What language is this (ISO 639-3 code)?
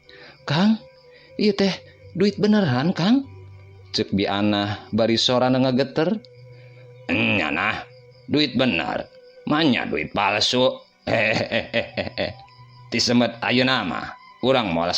sun